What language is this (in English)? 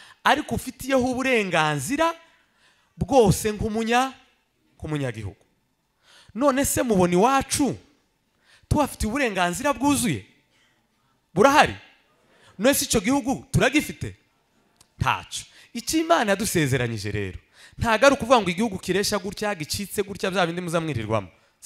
Kinyarwanda